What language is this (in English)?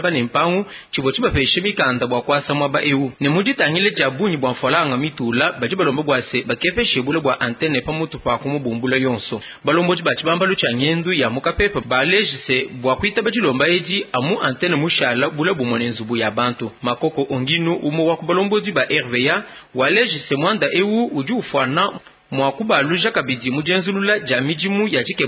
Luba-Lulua